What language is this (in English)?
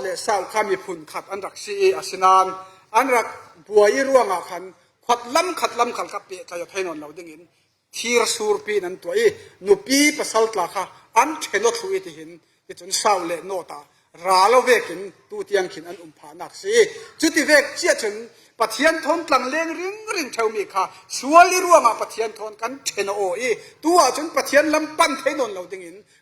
Falam Chin